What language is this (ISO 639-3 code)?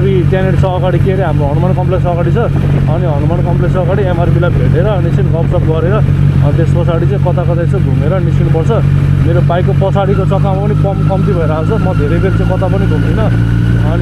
nep